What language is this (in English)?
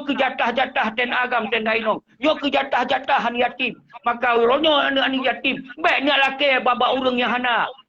Achinese